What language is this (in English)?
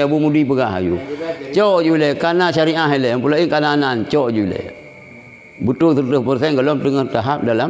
Achinese